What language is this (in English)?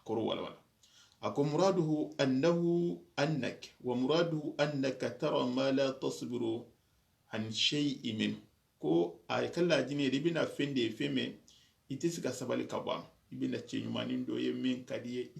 Soninke